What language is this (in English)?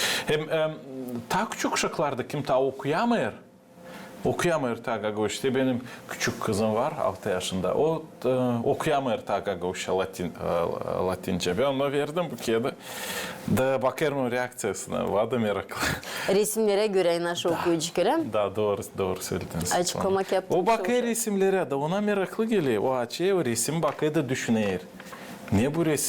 Gagauz